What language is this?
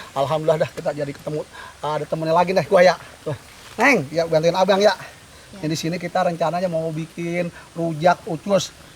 Betawi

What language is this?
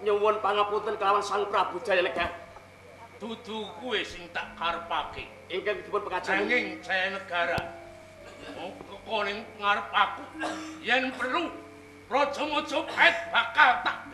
Javanese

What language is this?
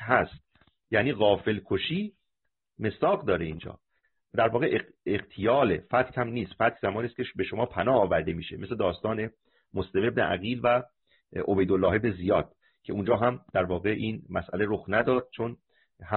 Persian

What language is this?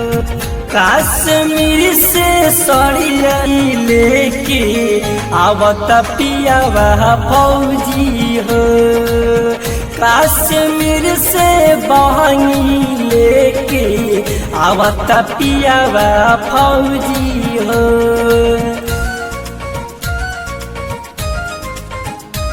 Bhojpuri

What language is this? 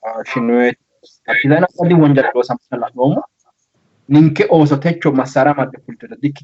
Sidamo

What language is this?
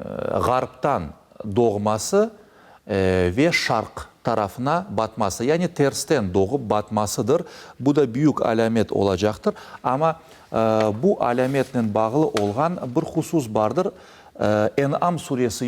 Crimean Tatar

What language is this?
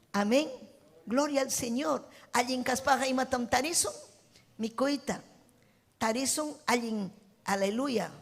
Ayacucho Quechua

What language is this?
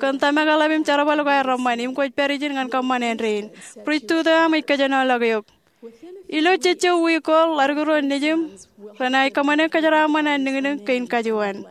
Marshallese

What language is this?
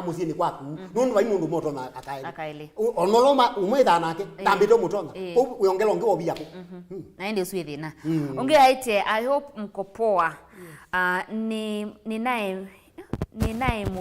Kamba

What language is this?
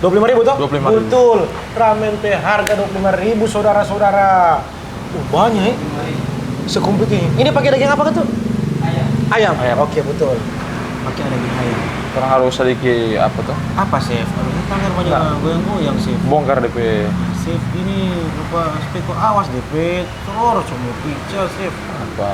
Manado Malay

